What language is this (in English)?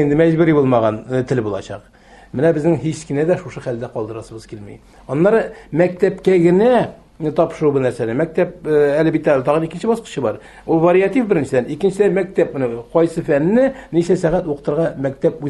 Tatar